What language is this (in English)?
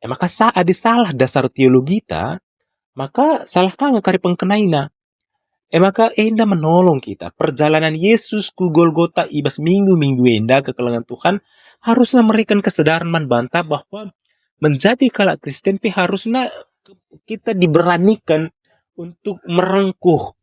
Batak Karo